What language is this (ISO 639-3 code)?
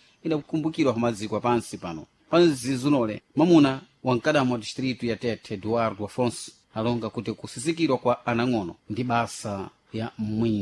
seh